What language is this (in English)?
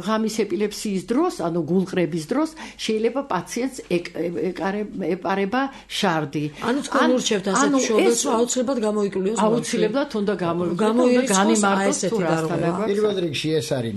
Georgian